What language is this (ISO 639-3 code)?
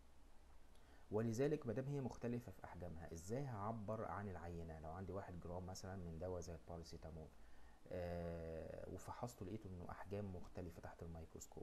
arz